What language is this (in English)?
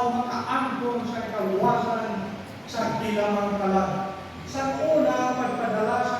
Hiligaynon